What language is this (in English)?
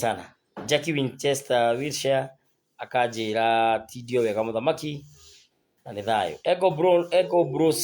Kikuyu